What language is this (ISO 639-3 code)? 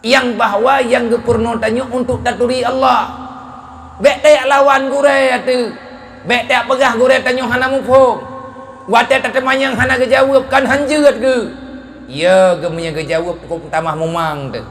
ace